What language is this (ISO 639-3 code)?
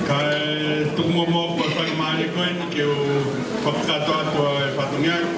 ton